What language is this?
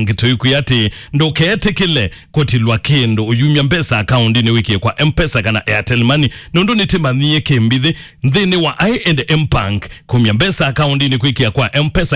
Kamba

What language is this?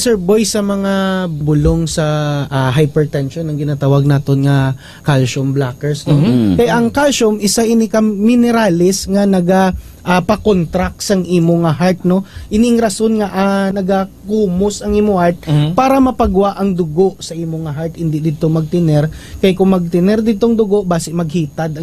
Hiligaynon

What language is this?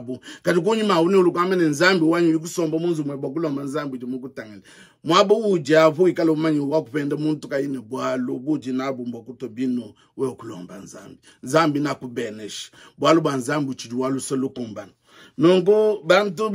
Luba-Lulua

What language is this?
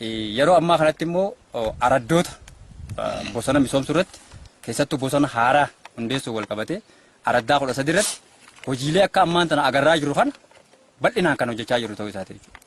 Oromo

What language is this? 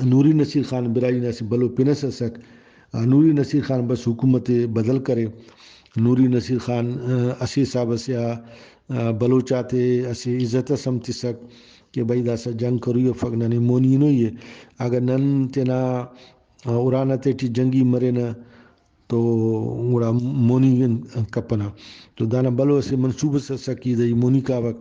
Brahui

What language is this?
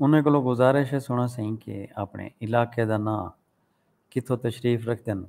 Saraiki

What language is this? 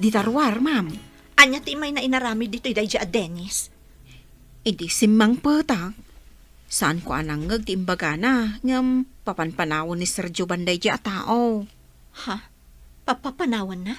Iloko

